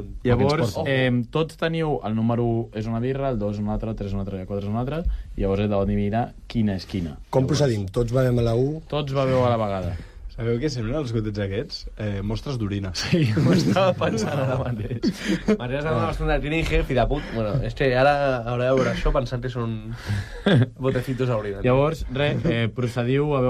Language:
Catalan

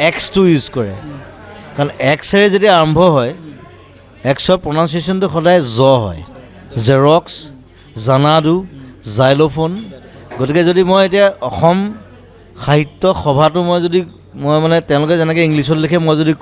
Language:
Assamese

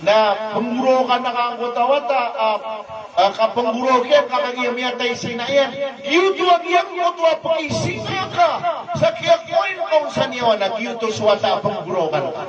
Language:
Maranao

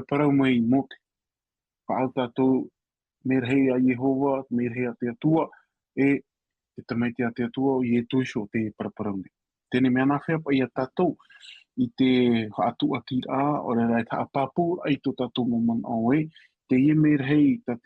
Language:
Tahitian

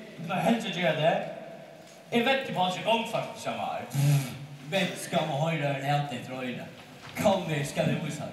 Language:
Faroese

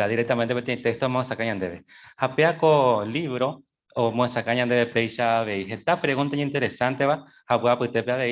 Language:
Guarani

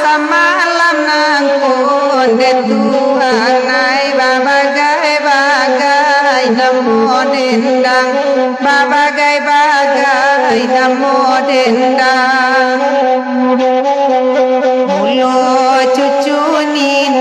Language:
Minangkabau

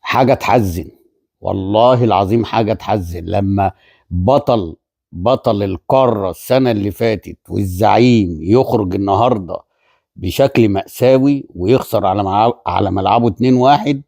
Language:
Egyptian Arabic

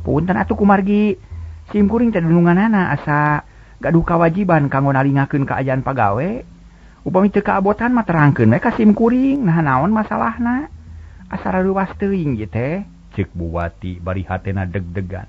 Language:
Sundanese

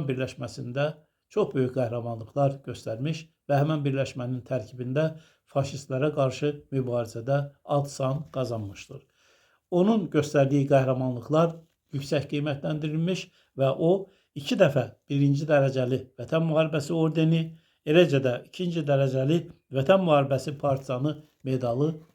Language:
Azerbaijani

